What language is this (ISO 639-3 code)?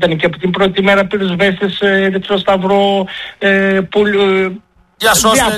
ell